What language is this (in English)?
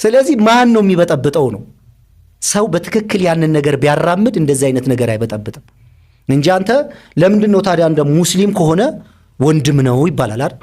Amharic